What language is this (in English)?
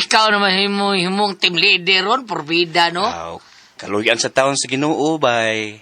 Cebuano